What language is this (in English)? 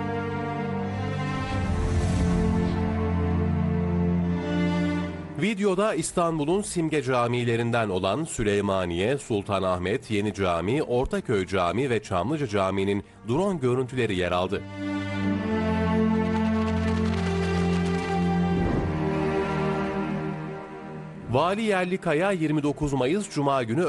Turkish